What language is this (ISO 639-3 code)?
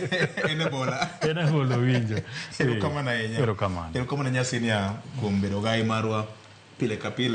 luo